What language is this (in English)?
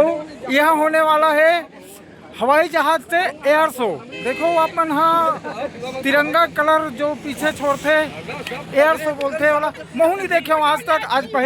Chhattisgarhi